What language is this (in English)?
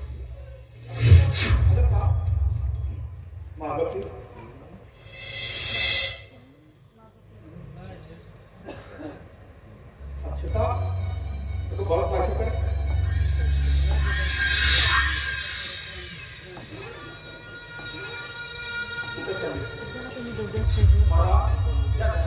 Marathi